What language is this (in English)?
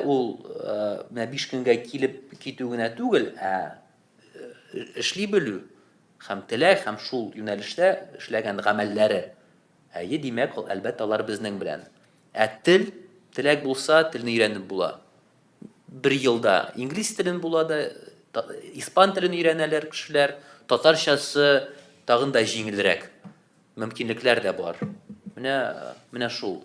Tatar